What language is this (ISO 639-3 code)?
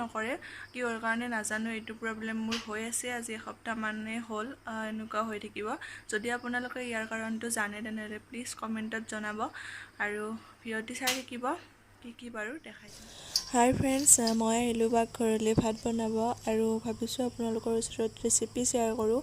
asm